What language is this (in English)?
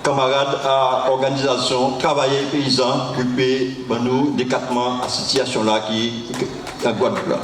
Guadeloupean Creole French